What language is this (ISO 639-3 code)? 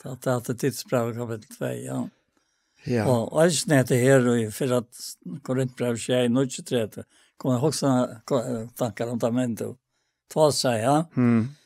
fao